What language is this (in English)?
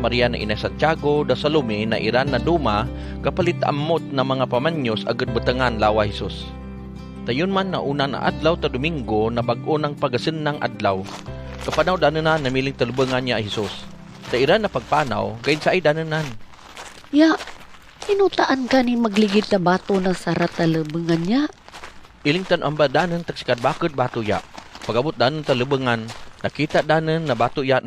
Kagayanen